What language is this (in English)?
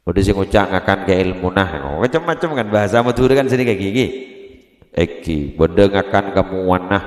Madurese